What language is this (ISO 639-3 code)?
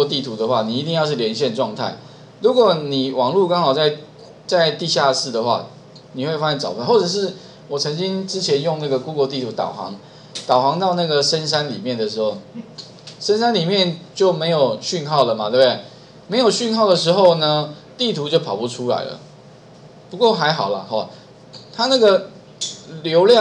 zho